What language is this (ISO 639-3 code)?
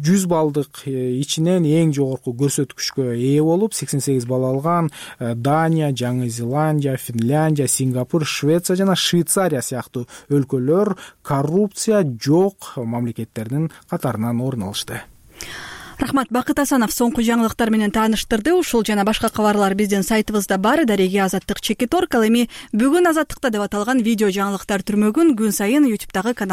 kir